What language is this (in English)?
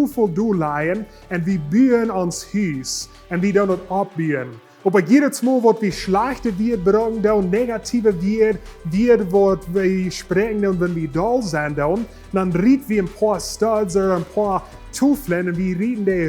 Plautdietsch